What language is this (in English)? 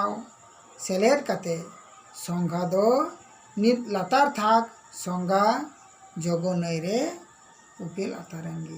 Santali